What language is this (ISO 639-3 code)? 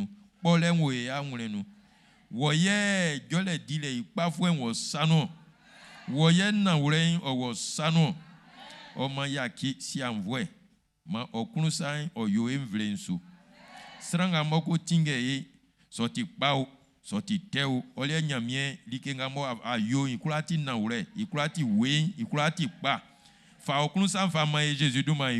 bci